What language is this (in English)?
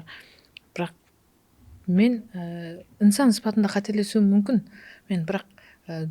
Kara-Kalpak